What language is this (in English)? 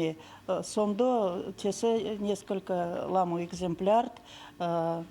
Erzya